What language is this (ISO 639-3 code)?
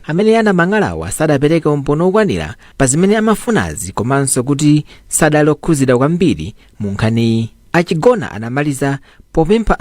nya